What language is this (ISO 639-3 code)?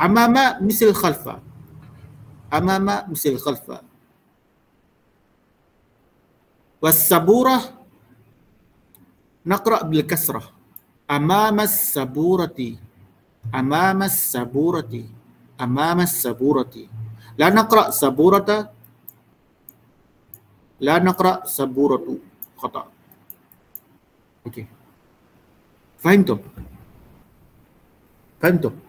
msa